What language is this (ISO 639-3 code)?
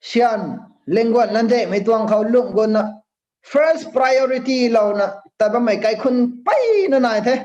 nbu